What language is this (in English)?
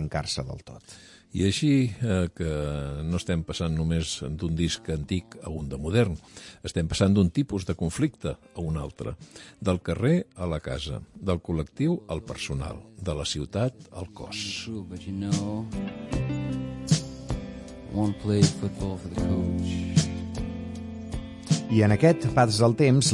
Catalan